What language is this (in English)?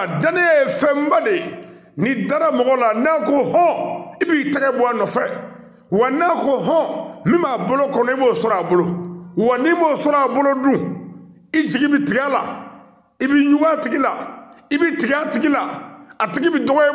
Bambara